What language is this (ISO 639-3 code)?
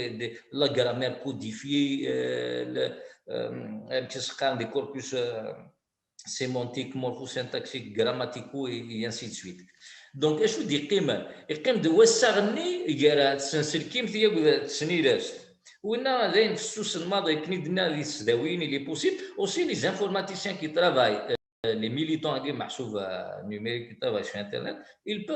kab